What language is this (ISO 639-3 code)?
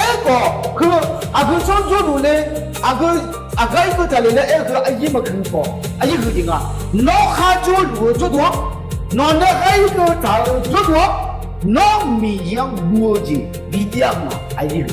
ahk